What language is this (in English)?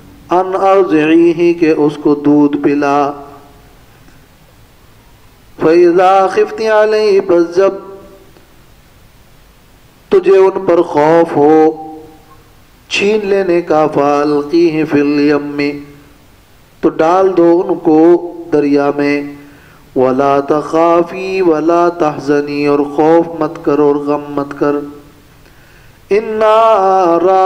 Urdu